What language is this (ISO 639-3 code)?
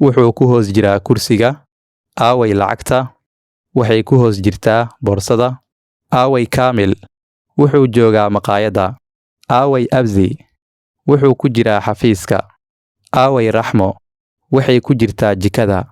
som